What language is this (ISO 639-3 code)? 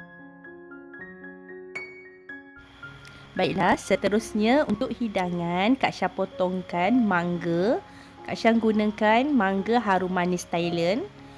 msa